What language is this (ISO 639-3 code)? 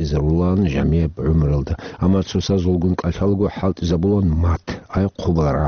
ava